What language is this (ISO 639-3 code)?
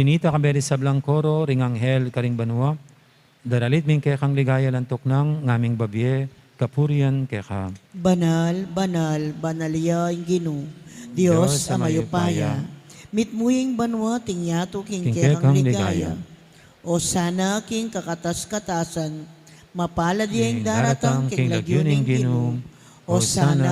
pam